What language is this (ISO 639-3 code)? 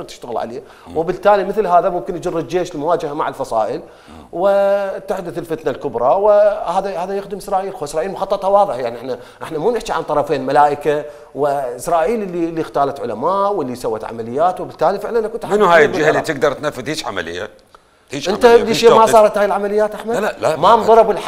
acm